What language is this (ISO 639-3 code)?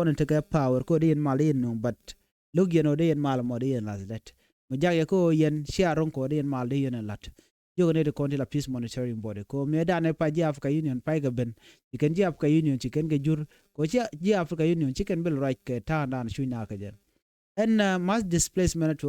nus